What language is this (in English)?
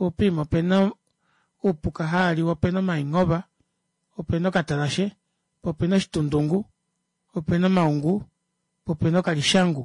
Kuanyama